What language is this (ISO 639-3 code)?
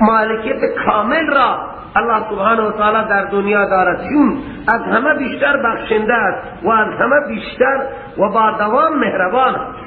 fas